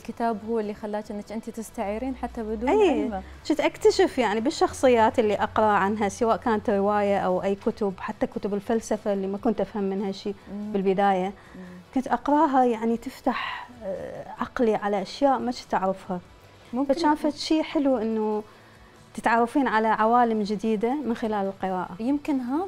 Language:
Mesopotamian Arabic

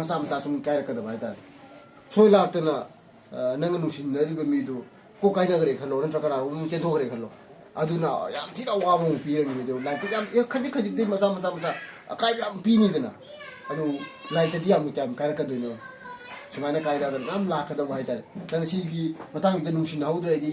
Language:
Manipuri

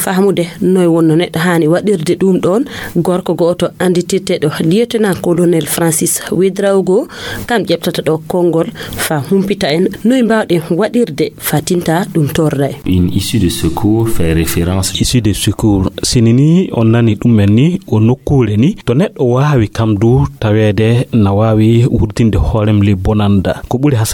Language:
Nigerian Fulfulde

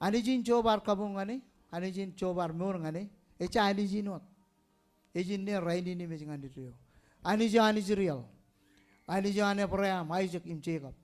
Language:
Marshallese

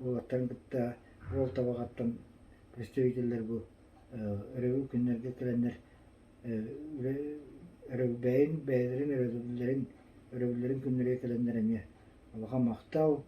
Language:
Yakut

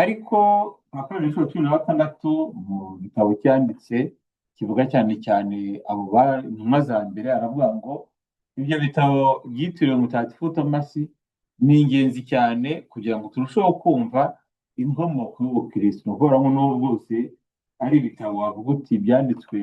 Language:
Kinyarwanda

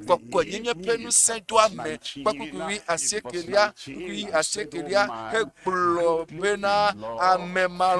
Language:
Ewe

